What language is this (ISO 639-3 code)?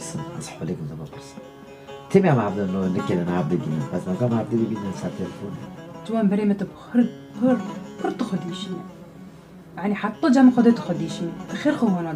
kur